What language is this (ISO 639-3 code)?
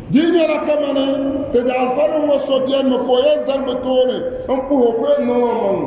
dag